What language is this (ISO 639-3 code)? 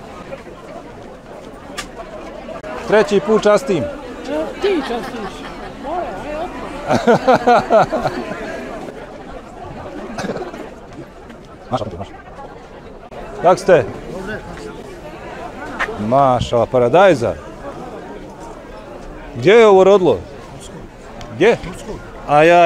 bos